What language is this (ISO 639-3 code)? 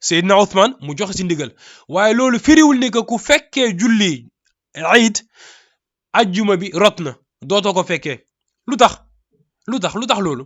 wol